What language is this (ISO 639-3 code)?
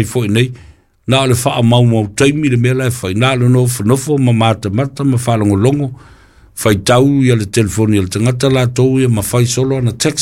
smo